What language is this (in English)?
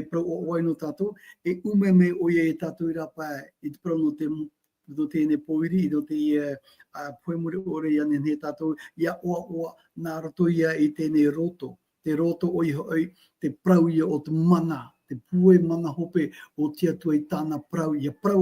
Tahitian